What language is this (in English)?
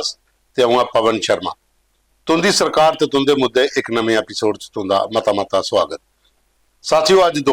Dogri